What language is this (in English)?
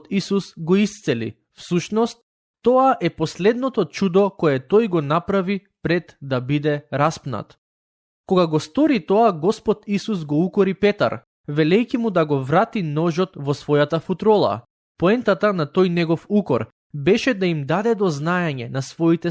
Macedonian